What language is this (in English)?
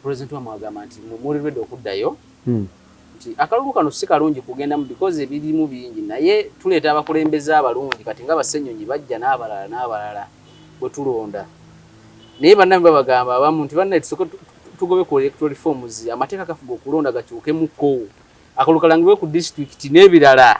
Ganda